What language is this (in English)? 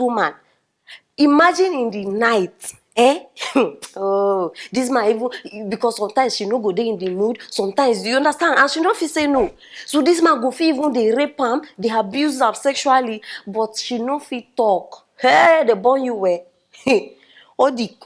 Nigerian Pidgin